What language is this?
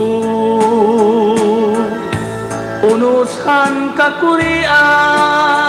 Waray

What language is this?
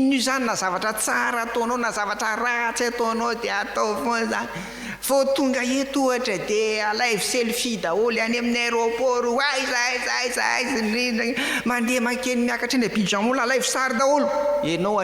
Malagasy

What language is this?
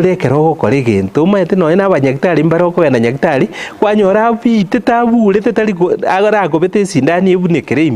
Gusii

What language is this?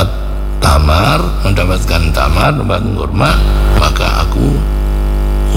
Indonesian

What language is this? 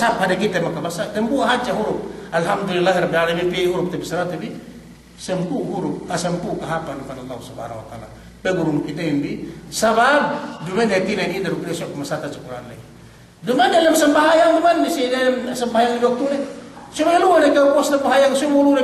Yakan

